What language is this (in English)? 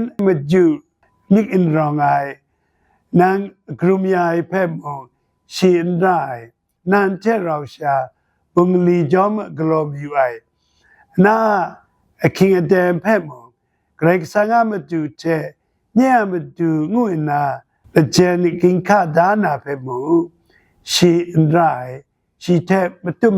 Kachin